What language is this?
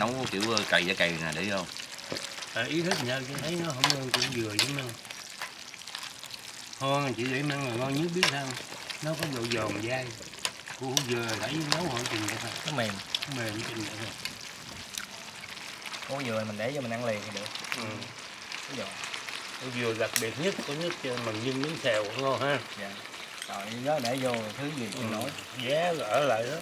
Vietnamese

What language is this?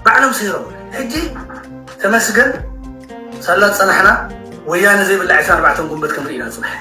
Tigrinya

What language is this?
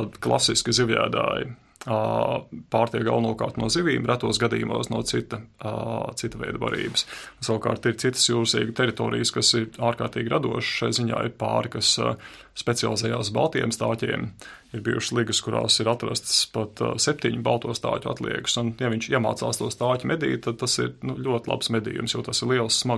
Latvian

